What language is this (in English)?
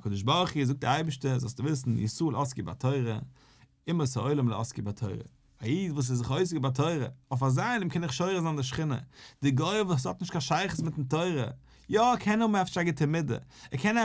Yiddish